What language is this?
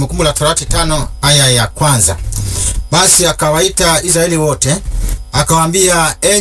Swahili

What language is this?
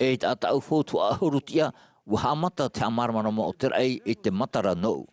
Tahitian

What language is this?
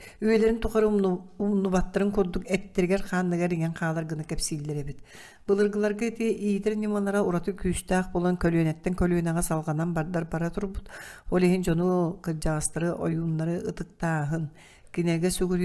Yakut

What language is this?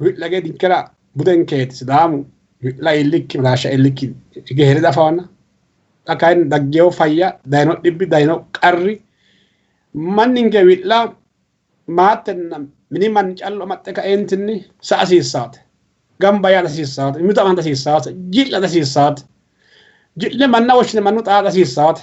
Sidamo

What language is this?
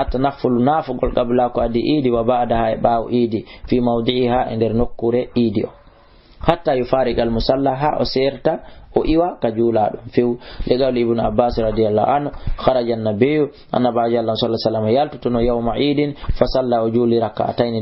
Fula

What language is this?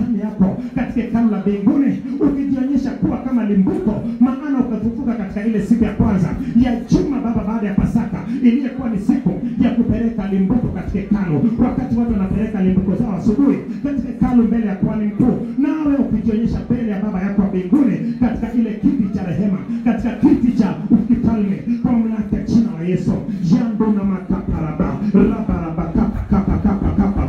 Swahili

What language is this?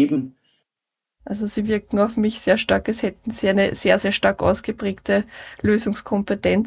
German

